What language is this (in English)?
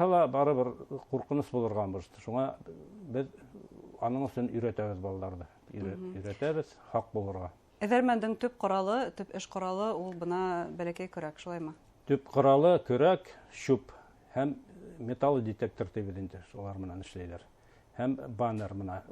Bashkir